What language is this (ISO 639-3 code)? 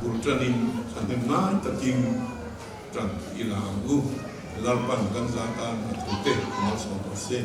lus